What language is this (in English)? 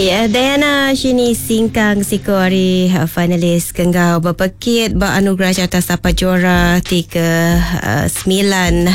Iban